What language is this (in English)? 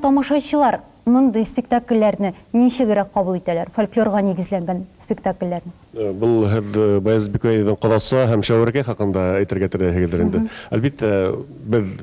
Tatar